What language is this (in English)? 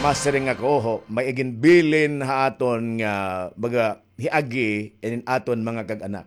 Waray